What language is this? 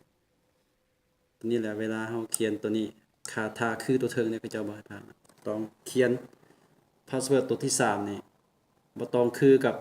Lao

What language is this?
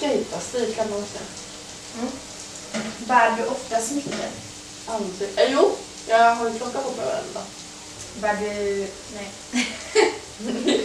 Swedish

